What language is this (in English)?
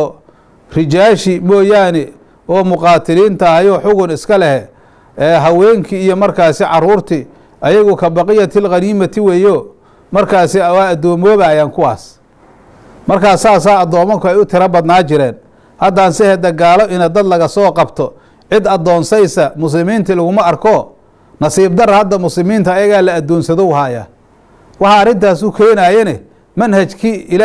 Somali